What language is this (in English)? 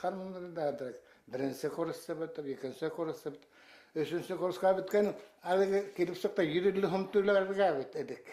Bashkir